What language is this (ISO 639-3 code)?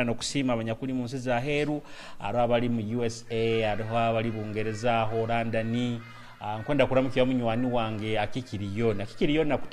nyo